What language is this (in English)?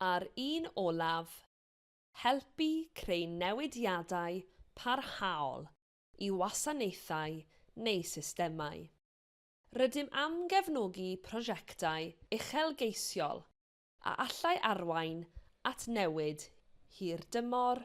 Welsh